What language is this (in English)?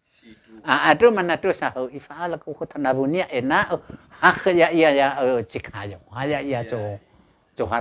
Nias